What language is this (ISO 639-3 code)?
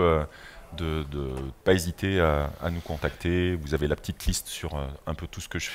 fra